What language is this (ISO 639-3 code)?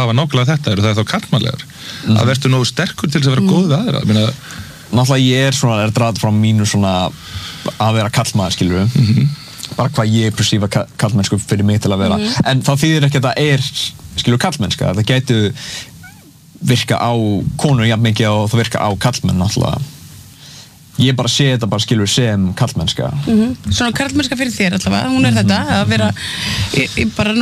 isl